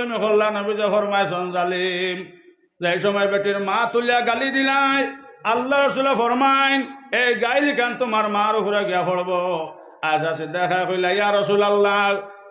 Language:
Sylheti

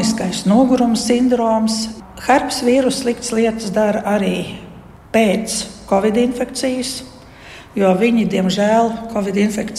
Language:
Latvian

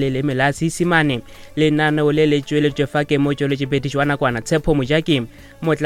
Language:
Northern Sotho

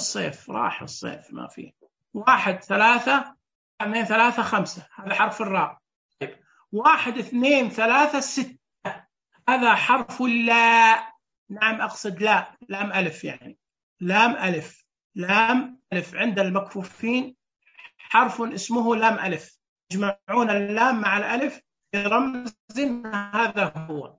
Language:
Najdi Arabic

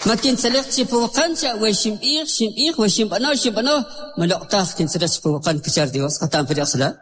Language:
Kʼicheʼ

